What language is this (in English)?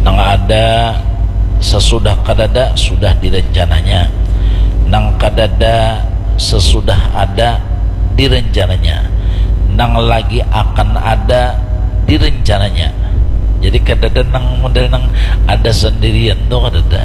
Banjar